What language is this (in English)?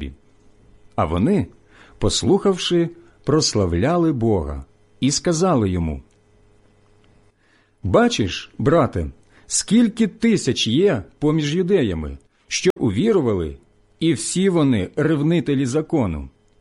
Ukrainian